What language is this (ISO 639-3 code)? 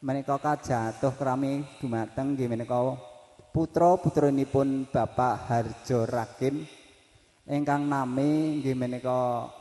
jav